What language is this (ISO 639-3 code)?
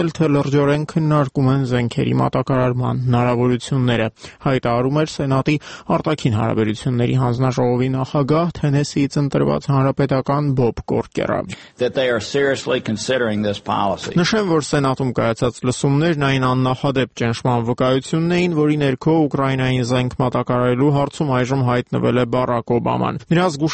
hye